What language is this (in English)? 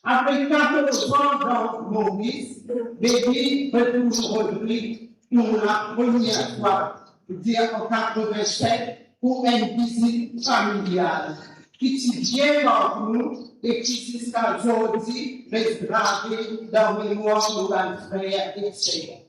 Morisyen